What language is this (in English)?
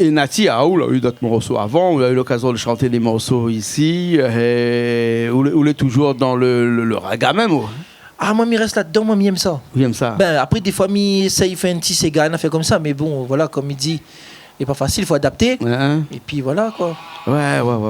Réunion Creole French